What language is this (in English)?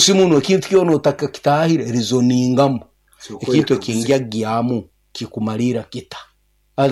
Nyankole